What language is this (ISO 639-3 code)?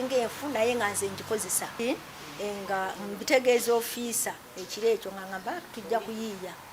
lug